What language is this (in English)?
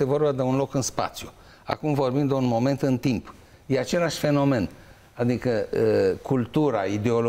Romanian